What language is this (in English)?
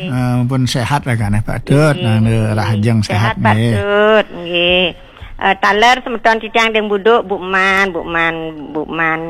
Balinese